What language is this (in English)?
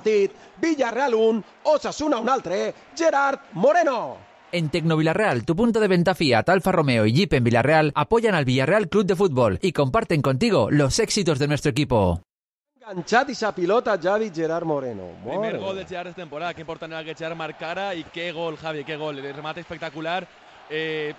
Catalan